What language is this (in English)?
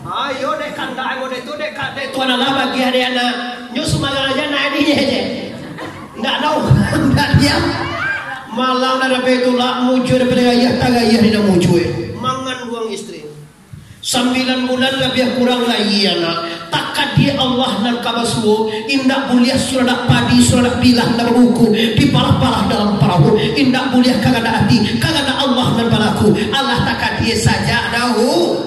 Minangkabau